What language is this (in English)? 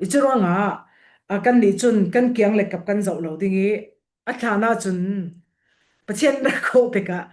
Falam Chin